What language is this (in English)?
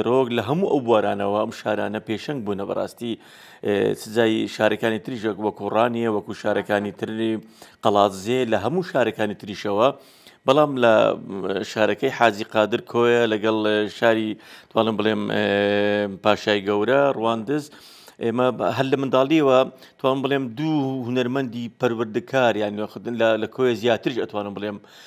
Central Kurdish